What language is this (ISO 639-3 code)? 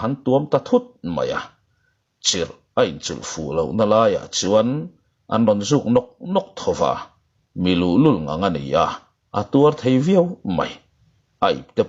lus